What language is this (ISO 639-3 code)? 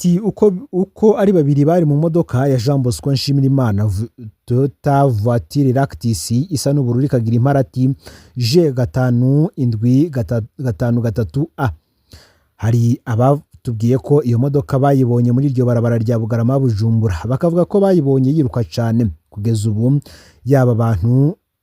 run